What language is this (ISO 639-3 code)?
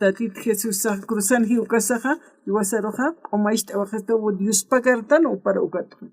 aym